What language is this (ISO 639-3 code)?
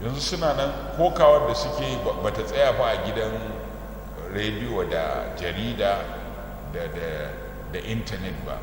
hau